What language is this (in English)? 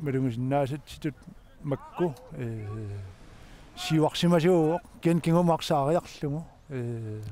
Kalaallisut